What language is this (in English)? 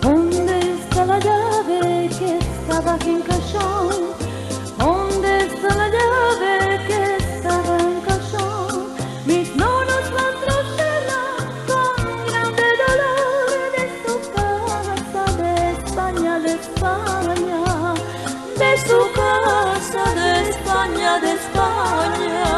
Ladino